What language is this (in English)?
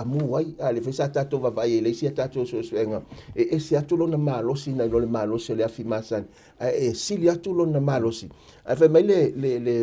Samoan